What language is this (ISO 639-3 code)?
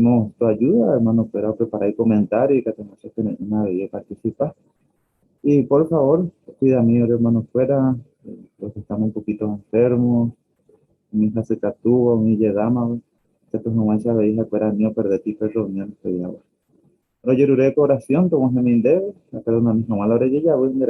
grn